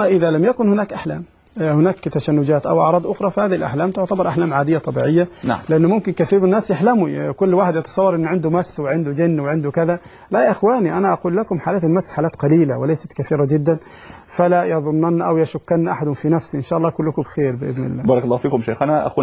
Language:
Arabic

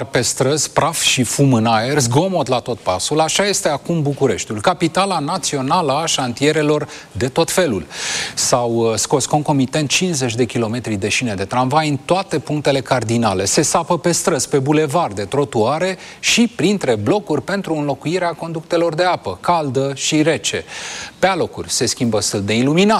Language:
Romanian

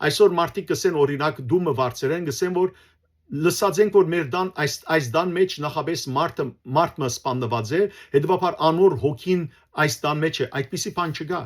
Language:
Western Armenian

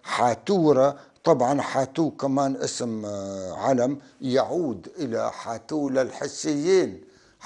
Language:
North Levantine Arabic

